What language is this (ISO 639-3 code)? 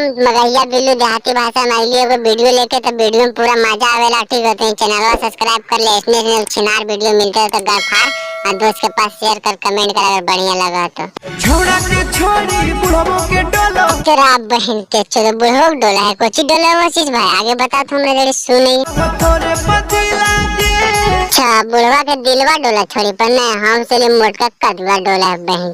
mag